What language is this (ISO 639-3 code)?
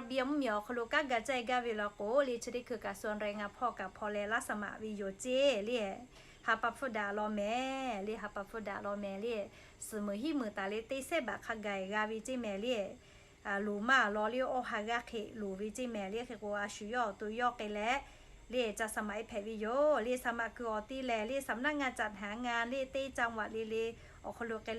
lhu